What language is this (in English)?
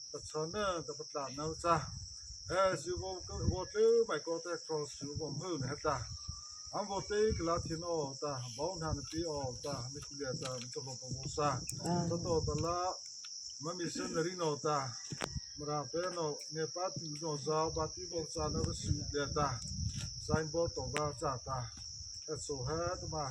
Mara Chin